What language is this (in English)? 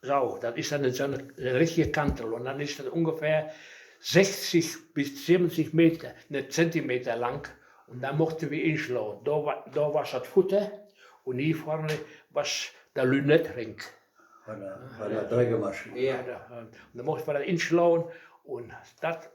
Westphalien